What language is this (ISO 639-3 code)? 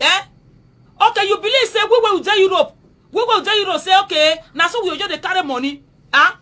pcm